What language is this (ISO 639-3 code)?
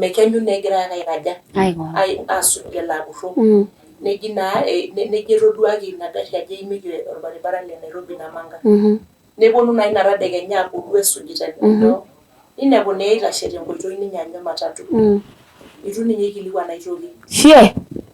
mas